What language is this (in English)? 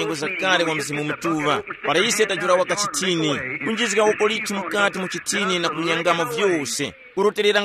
Tumbuka